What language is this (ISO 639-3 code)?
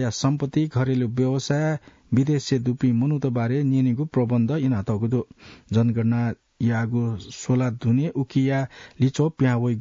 new